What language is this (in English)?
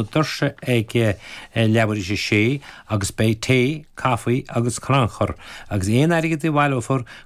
Irish